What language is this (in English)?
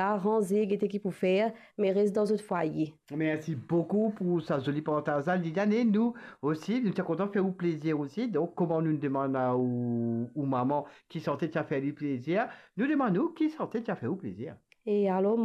Morisyen